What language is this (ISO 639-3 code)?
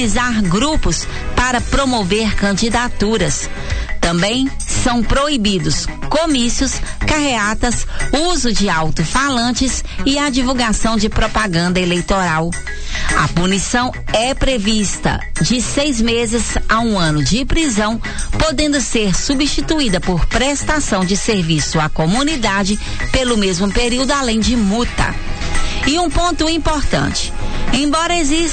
por